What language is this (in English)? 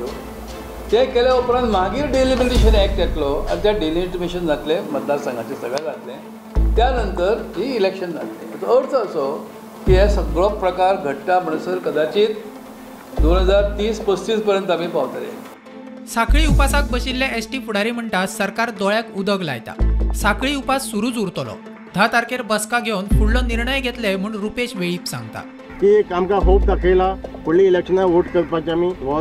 Konkani